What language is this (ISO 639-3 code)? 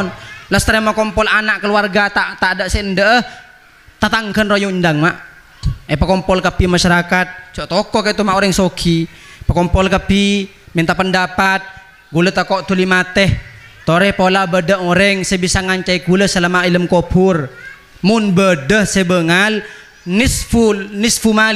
mad